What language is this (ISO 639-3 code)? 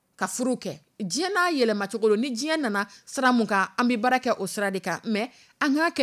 dyu